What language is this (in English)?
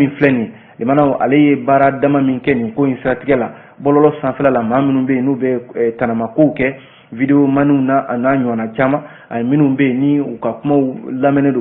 Bambara